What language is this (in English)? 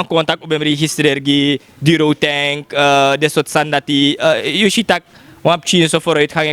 Sranan Tongo